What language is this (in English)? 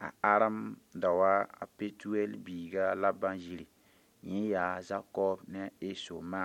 Mossi